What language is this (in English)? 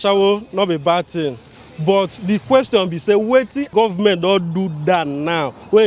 Nigerian Pidgin